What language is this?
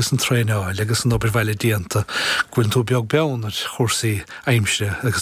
Irish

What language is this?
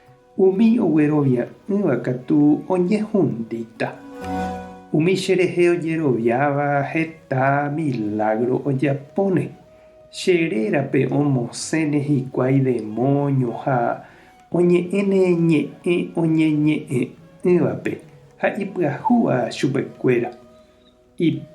Guarani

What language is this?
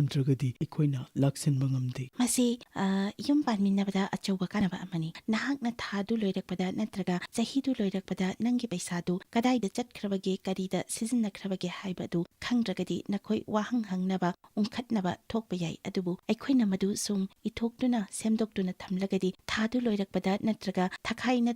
Manipuri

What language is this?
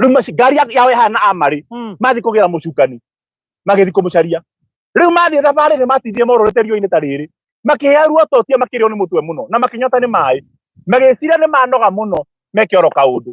Kikuyu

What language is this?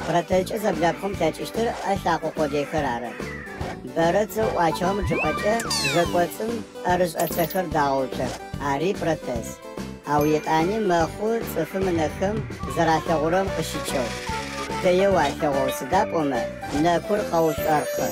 Adyghe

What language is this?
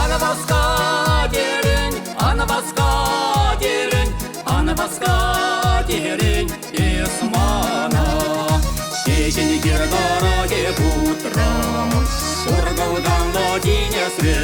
Chuvash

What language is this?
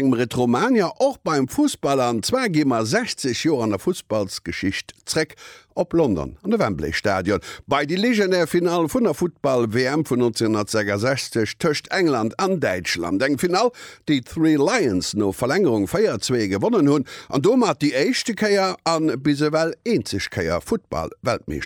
Luxembourgish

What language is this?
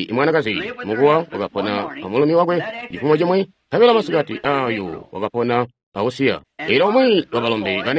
Tonga (Zambia)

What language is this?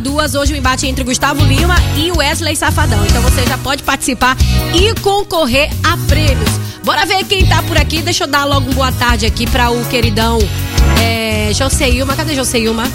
Portuguese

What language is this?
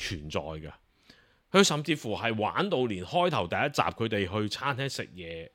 Cantonese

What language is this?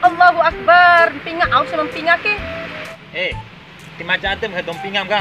Bima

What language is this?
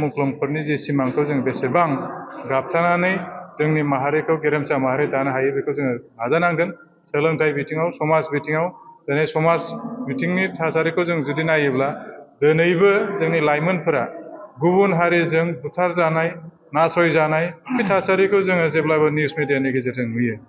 Bodo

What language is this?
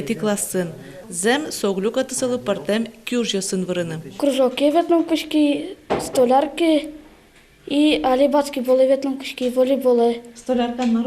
Udmurt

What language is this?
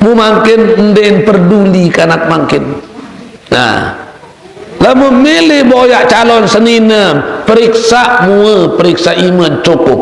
Sasak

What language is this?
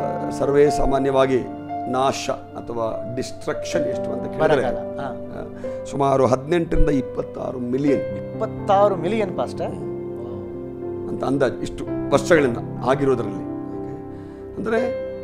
Kannada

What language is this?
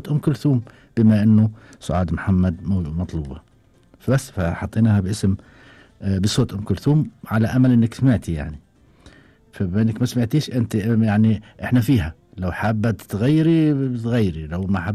Gulf Arabic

